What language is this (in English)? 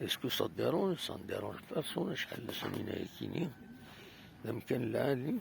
Kabyle